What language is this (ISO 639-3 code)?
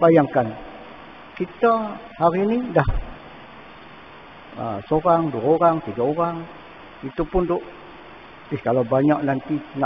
msa